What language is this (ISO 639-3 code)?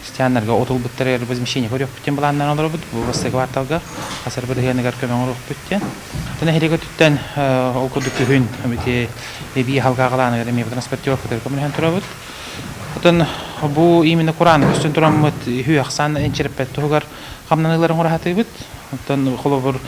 sah